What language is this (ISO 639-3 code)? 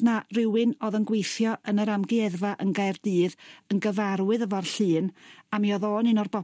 cym